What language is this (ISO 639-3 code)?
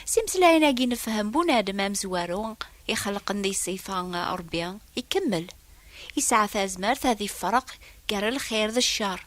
kab